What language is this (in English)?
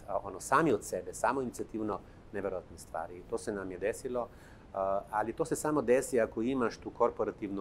Serbian